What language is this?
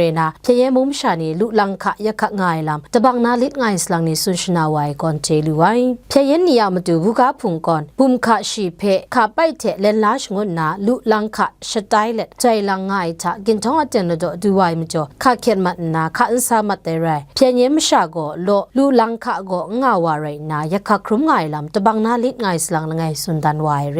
Kachin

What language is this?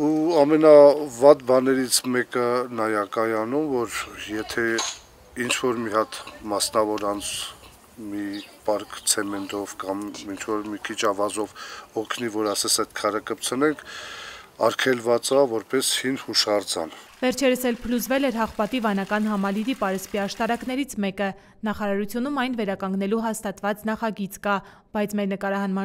Armenian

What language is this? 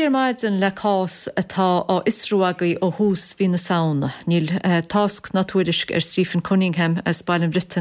Irish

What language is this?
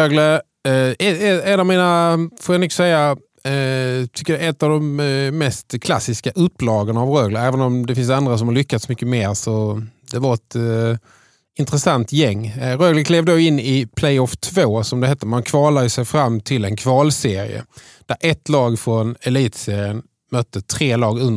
Swedish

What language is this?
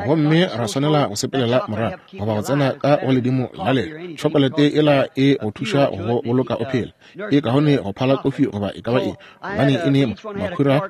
Northern Sotho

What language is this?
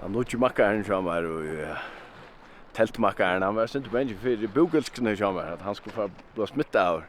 Faroese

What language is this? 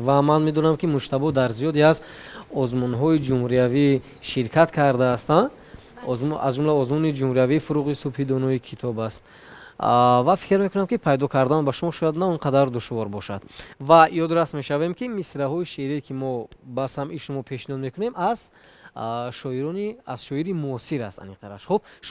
Tajik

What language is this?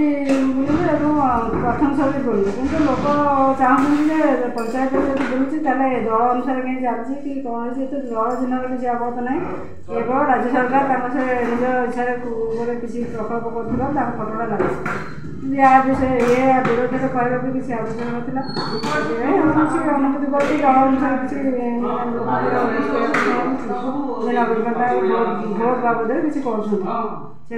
Odia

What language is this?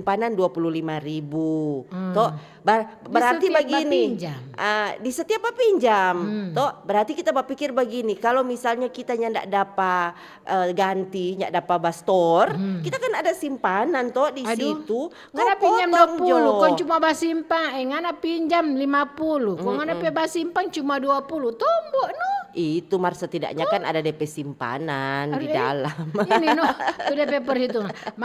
Manado Malay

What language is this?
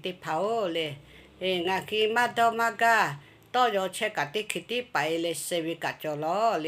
Lahu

